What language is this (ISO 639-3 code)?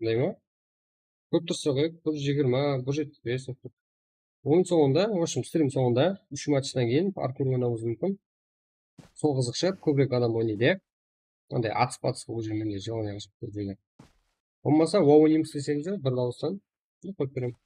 kaa